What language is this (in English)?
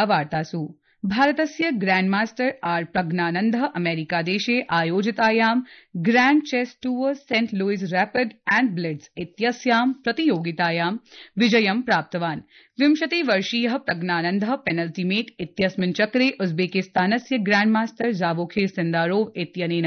Sanskrit